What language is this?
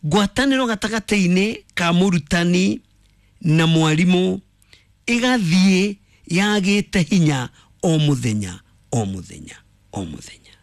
Kikuyu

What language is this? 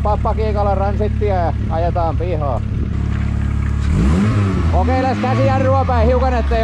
Finnish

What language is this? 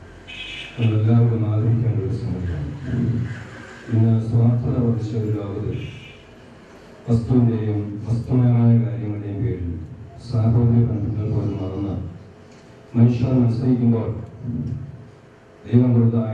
Malayalam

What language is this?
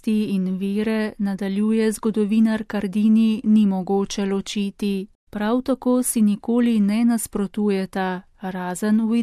Slovenian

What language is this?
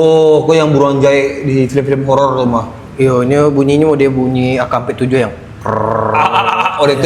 Minangkabau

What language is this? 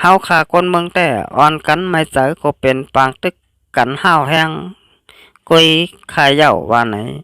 Shan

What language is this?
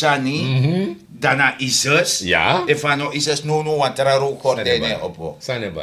Sranan Tongo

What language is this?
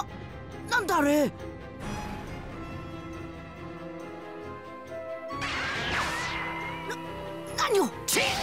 Japanese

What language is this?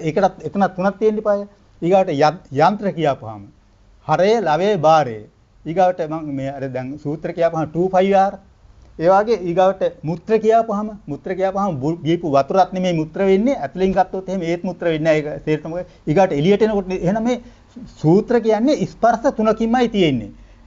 Sinhala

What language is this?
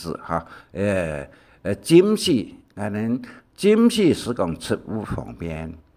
Hakka Chinese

